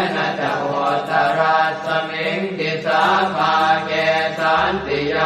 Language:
Pali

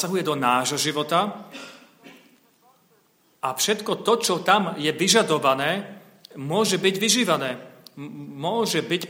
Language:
Slovak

